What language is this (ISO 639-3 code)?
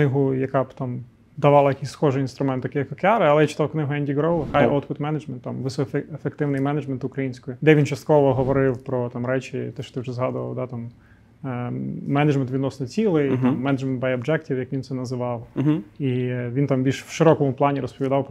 ukr